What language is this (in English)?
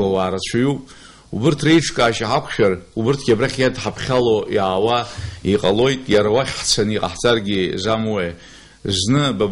Abkhazian